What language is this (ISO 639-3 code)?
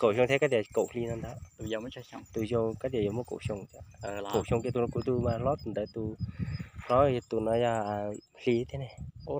hmn